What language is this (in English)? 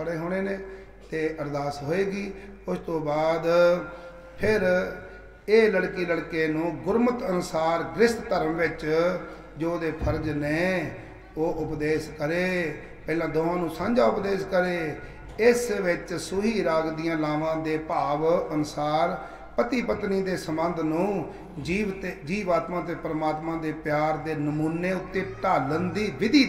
Punjabi